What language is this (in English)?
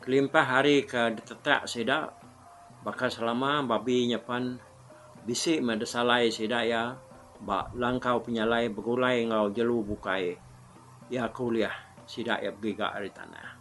Iban